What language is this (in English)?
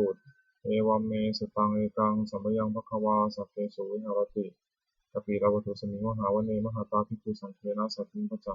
Pali